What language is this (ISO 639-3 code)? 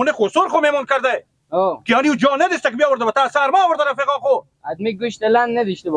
fas